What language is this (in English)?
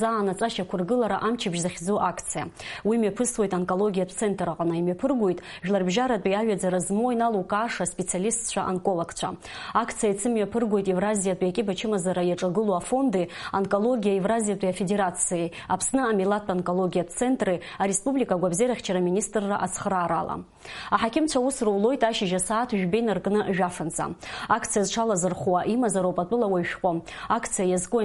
Abkhazian